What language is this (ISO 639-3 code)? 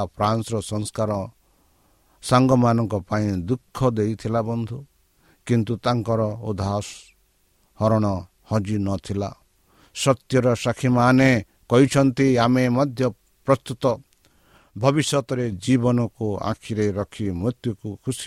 ori